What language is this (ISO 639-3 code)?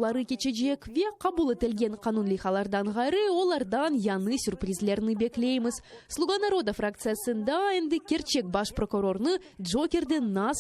crh